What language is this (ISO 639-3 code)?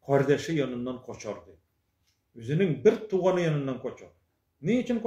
tat